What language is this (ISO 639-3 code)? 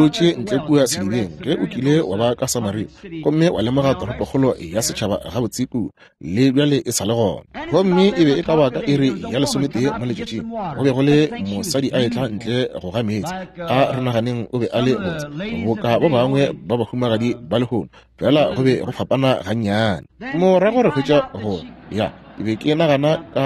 nso